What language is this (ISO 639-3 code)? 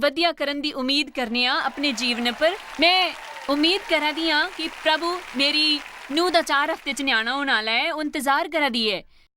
doi